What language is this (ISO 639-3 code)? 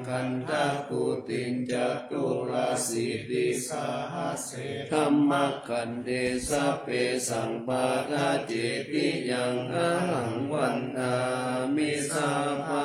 pli